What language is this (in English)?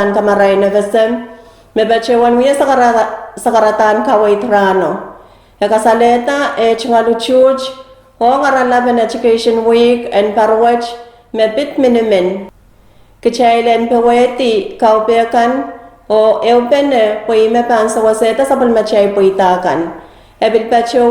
Pohnpeian